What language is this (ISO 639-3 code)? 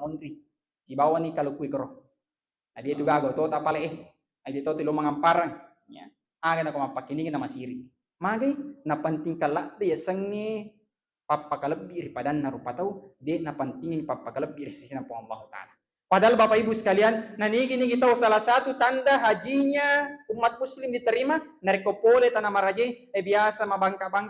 bug